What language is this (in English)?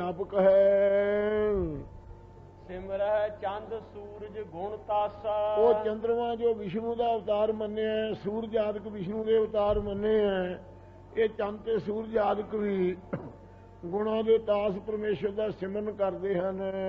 Punjabi